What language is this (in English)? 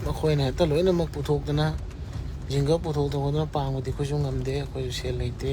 Manipuri